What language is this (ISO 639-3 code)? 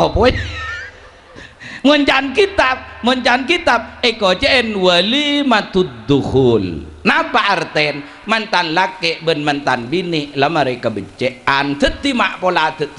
mad